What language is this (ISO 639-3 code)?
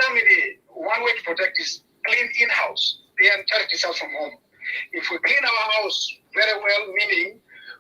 ach